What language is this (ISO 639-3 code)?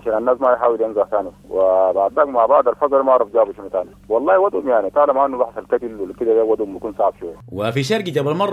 apd